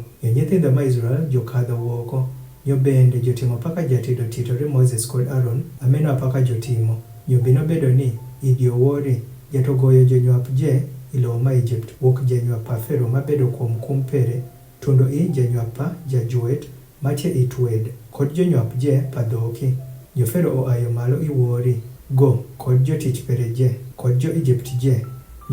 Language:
Adhola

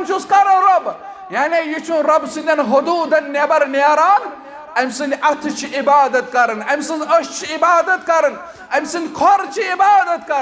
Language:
Kashmiri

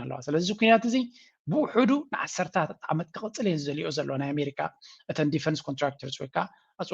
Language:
Tigrinya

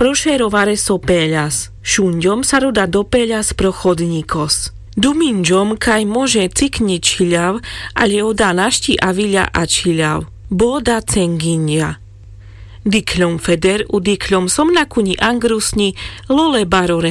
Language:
Carpathian Romani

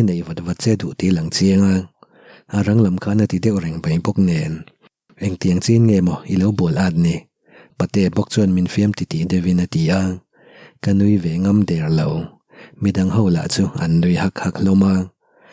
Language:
Mizo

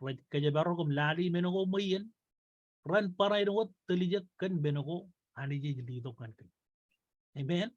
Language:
Marshallese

